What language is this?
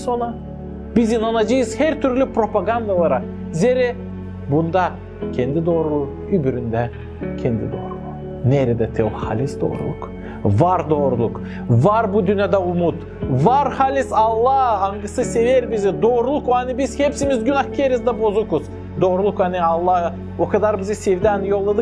Gagauz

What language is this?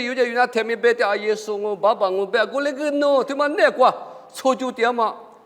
Lisu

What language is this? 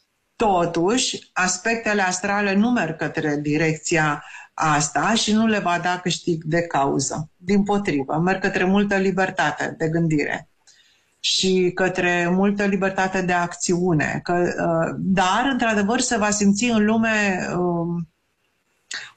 Romanian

